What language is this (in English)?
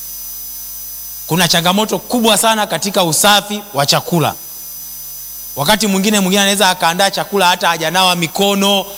Swahili